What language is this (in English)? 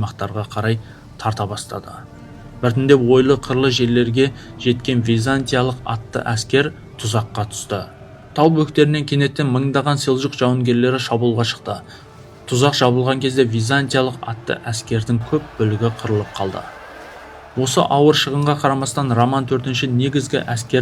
Kazakh